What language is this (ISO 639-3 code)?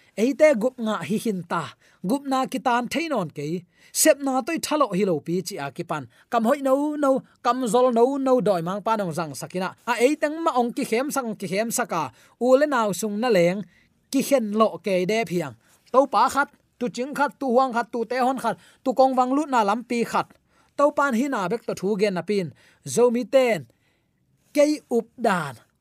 ctd